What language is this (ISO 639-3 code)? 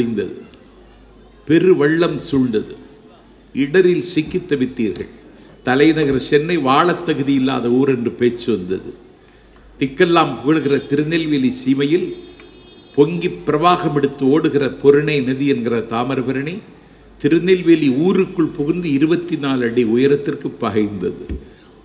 tam